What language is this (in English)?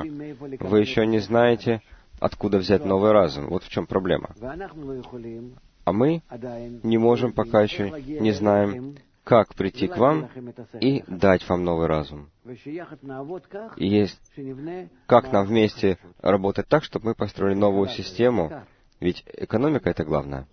Russian